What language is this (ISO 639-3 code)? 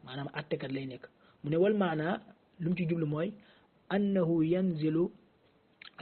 wol